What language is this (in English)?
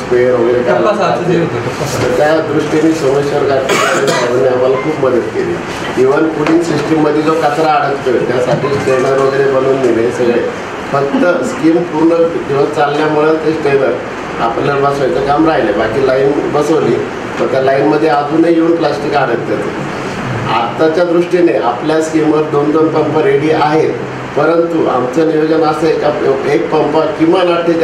Marathi